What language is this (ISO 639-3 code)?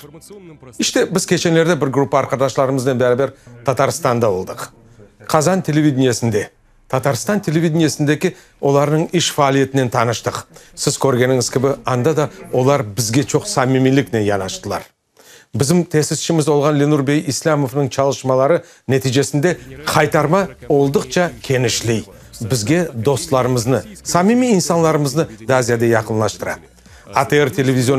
crh